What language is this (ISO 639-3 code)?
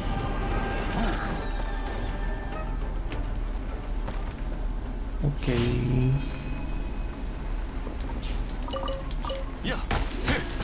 jpn